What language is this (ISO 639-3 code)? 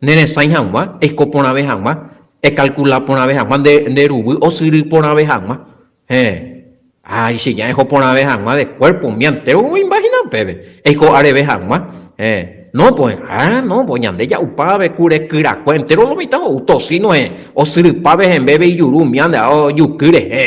grn